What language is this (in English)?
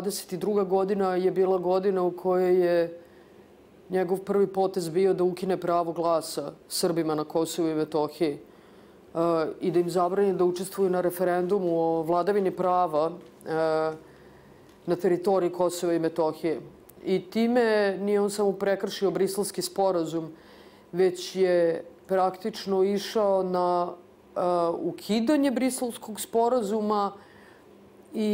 Serbian